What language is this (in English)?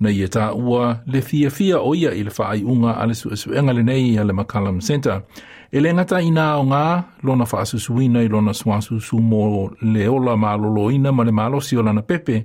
Samoan